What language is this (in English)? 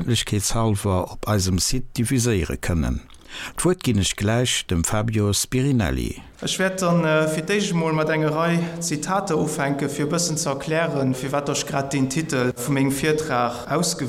Luxembourgish